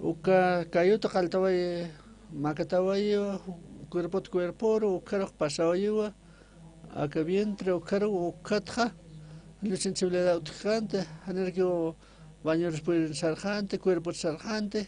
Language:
Aymara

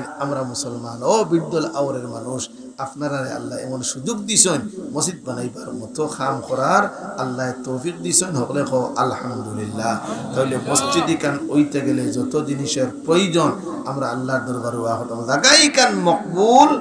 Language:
Sylheti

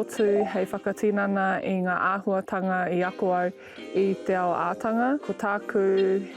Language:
Māori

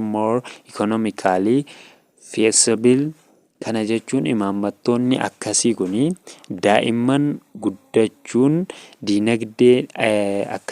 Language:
Oromo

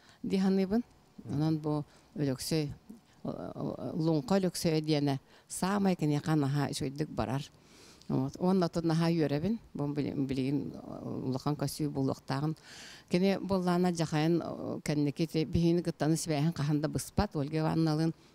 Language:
Yakut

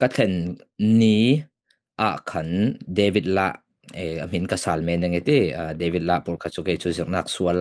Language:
Falam Chin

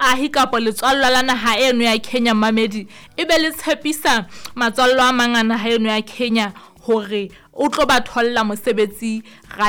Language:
Southern Sotho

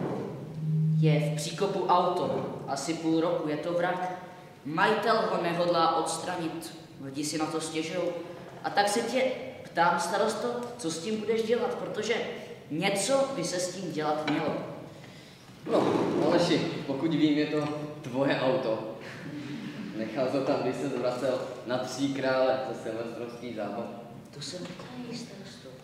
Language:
Czech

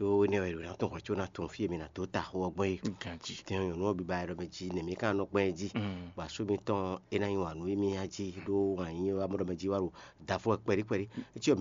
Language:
Fon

